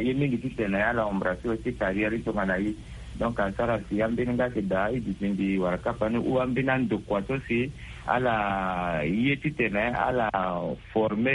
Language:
Sango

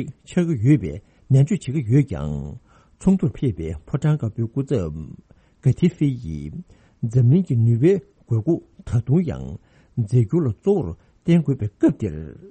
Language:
Tibetan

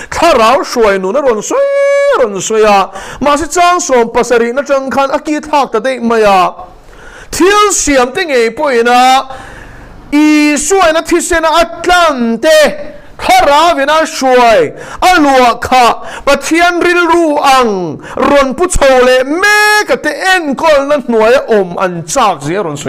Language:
Mizo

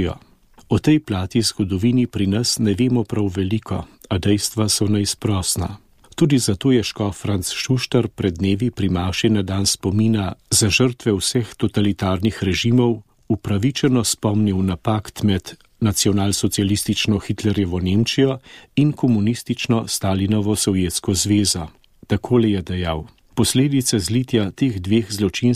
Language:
Slovenian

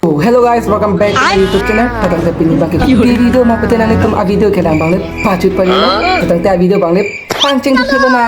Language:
Karbi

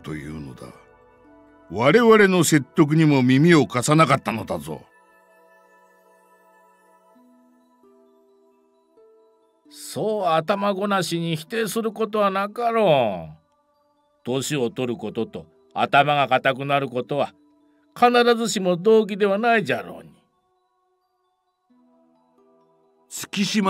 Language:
Japanese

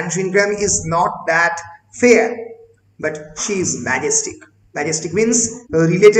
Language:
Bangla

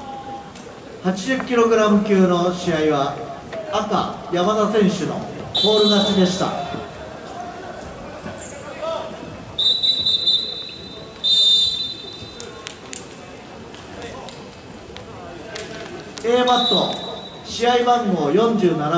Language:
Japanese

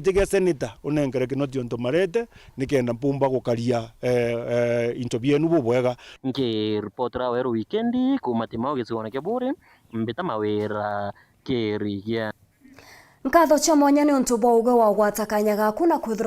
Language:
Meru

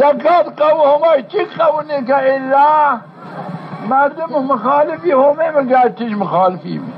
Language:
Zaza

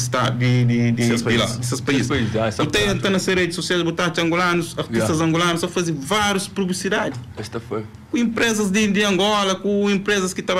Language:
Kabuverdianu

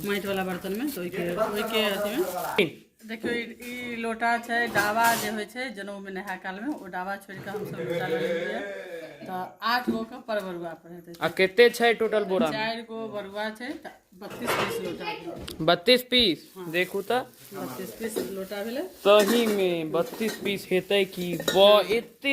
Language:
Maithili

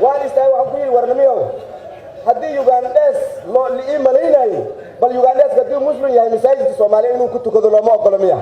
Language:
Somali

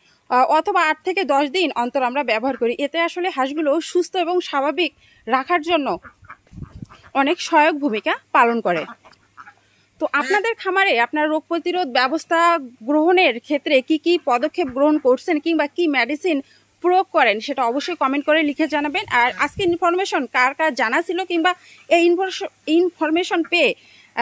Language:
Bangla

